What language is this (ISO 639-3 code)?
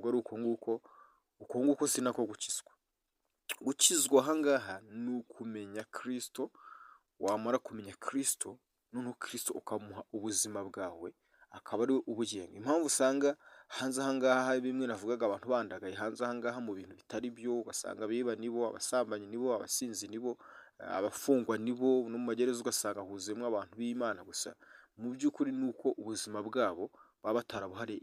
kin